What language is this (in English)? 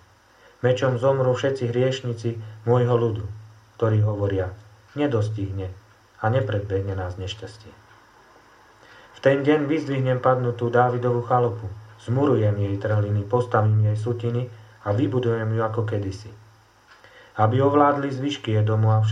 Slovak